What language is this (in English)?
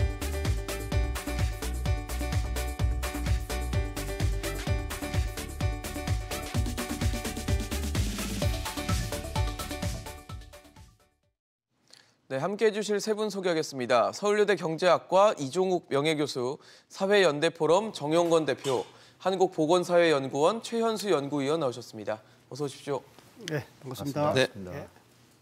Korean